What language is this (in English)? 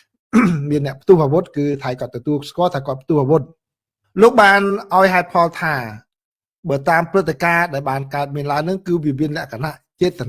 Khmer